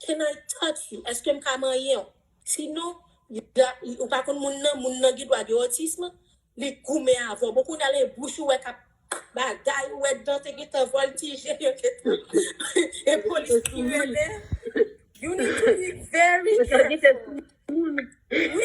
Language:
Haitian Creole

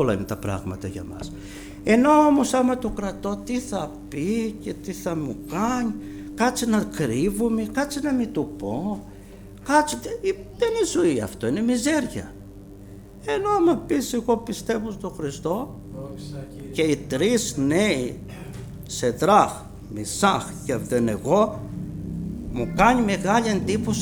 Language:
Greek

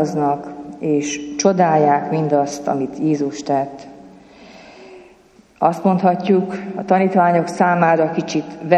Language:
Hungarian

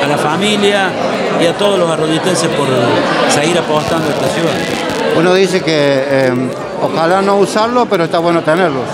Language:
Spanish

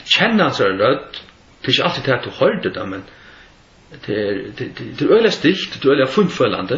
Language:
Faroese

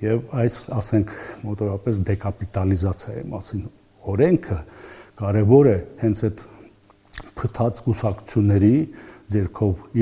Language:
Armenian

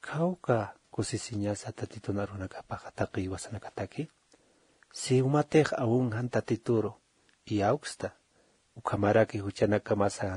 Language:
Aymara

